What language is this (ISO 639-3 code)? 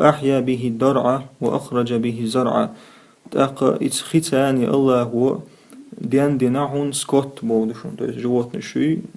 che